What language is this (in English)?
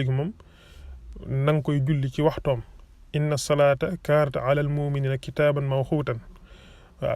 Wolof